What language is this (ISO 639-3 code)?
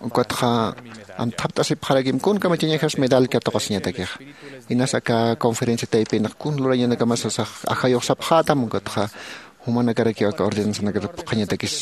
aym